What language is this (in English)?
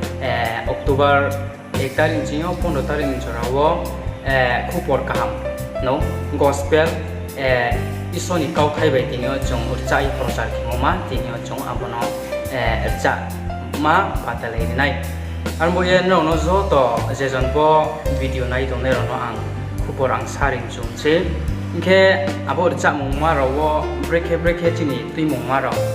Riang (India)